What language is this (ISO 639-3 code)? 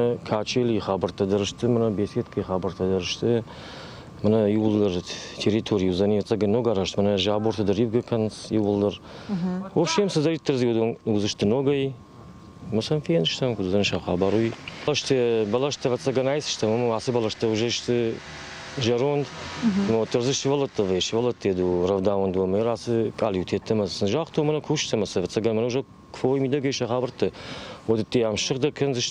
oss